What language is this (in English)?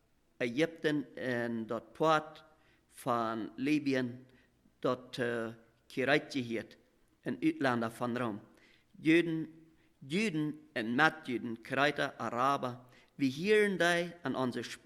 Plautdietsch